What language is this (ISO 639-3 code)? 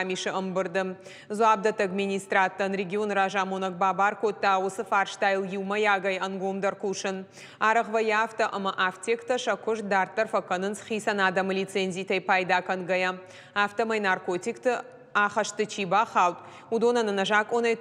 oss